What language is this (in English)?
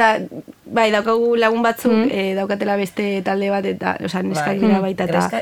Basque